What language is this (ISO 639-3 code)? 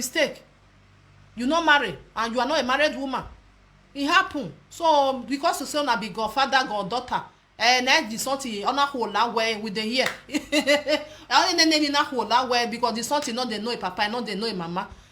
pcm